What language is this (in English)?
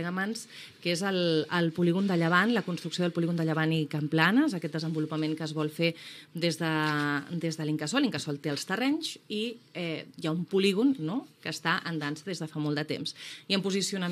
Catalan